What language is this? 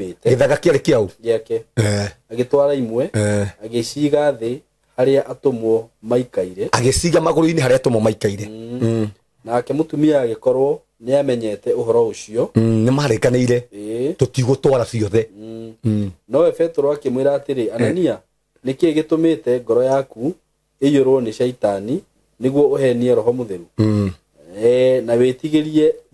Kikuyu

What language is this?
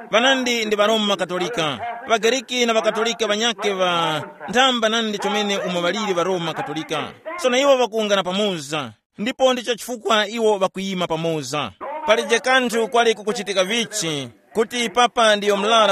Tumbuka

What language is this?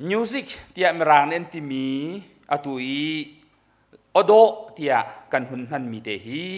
Hakha Chin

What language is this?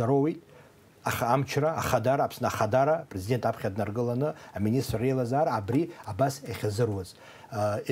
Abkhazian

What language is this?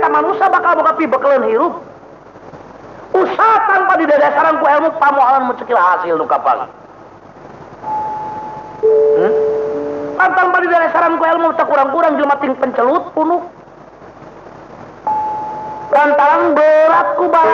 Sundanese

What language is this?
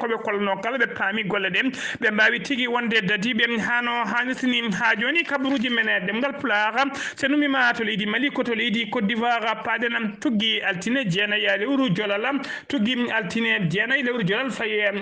Fula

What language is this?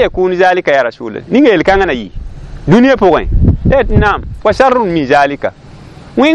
Mossi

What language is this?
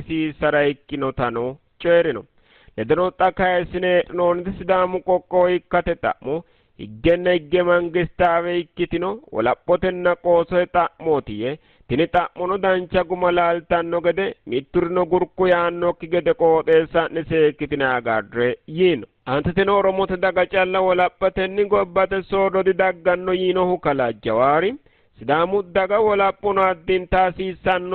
Sidamo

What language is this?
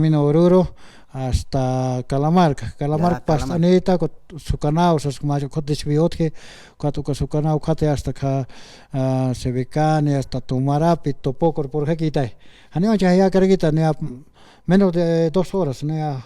Aymara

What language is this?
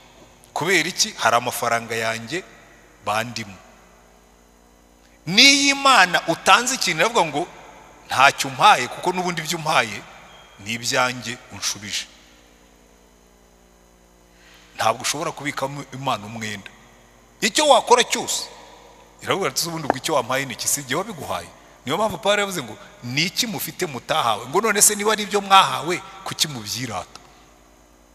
Kinyarwanda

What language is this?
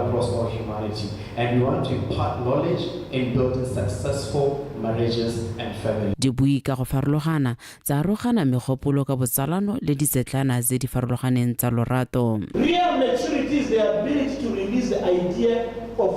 Tswana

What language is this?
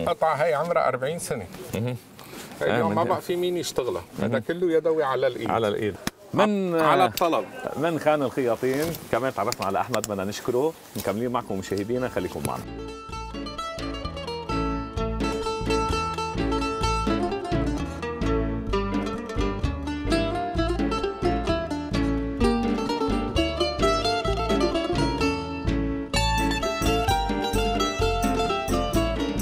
North Levantine Arabic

